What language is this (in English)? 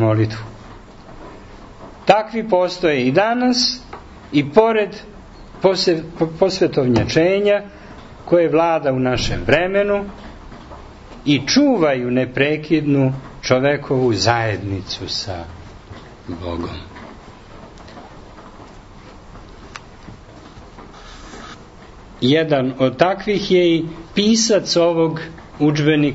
Serbian